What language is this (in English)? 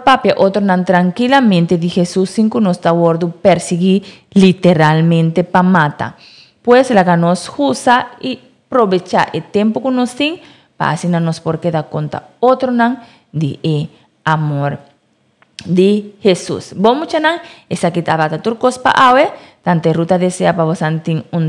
Papiamento